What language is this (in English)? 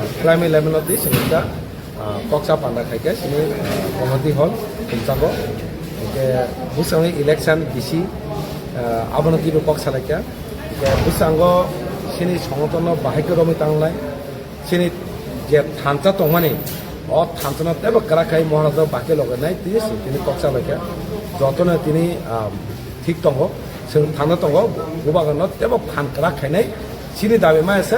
Kok Borok